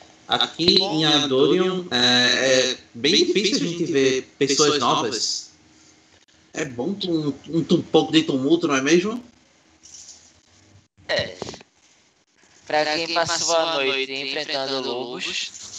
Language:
Portuguese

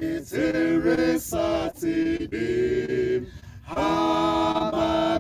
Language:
Southern Sotho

